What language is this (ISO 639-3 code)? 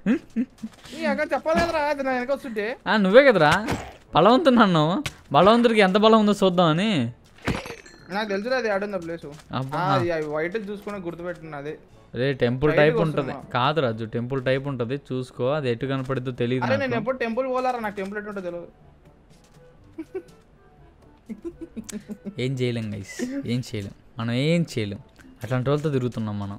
tel